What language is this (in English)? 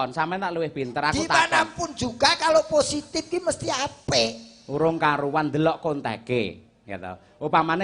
Javanese